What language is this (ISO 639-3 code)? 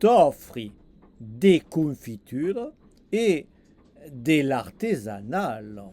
oci